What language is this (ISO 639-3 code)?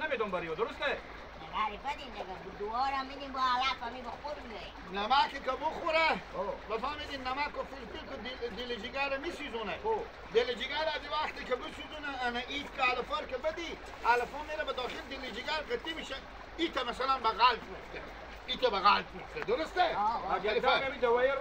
haz